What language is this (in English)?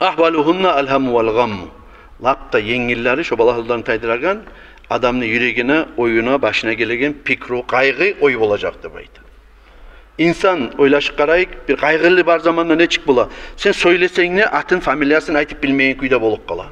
Kumyk